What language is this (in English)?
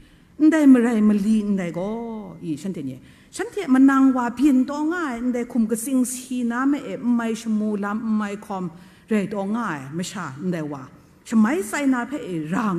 Kachin